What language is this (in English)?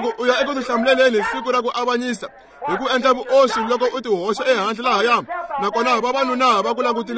Tsonga